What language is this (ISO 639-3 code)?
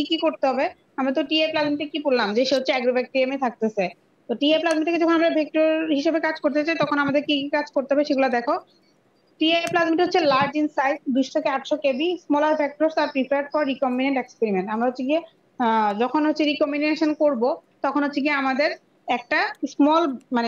ben